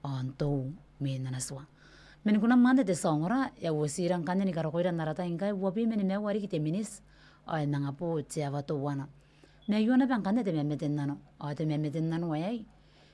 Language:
Gilbertese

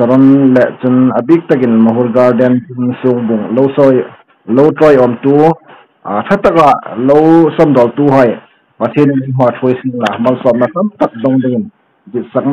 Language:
Hmar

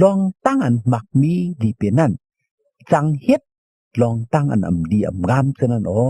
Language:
Shan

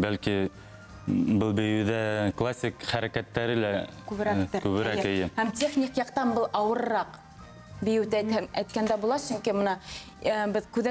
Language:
Bashkir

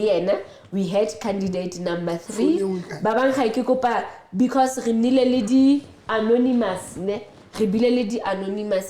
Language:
Southern Sotho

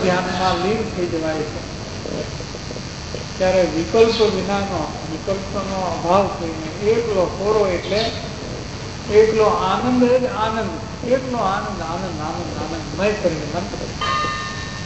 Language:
Gujarati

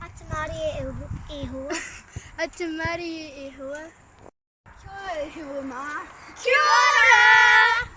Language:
Māori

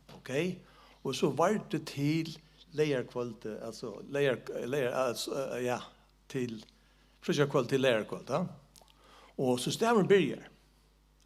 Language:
Faroese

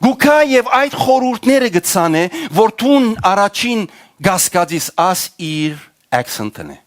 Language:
Western Armenian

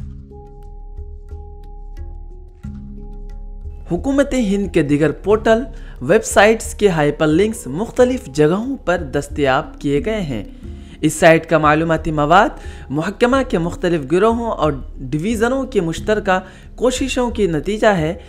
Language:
Urdu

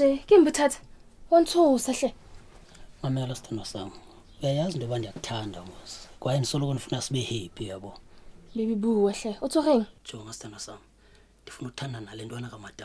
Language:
Zulu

